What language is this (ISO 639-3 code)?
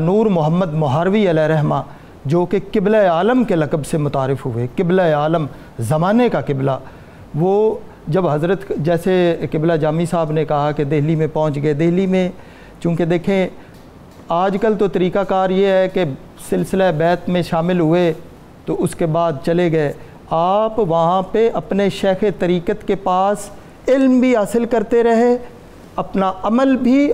urd